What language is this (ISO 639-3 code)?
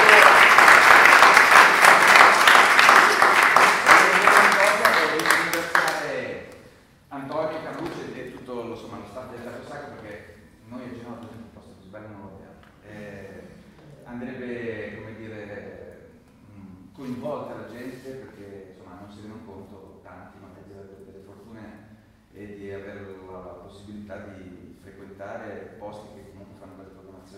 ita